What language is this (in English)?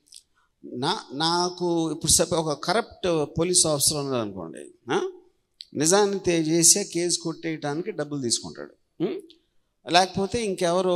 Telugu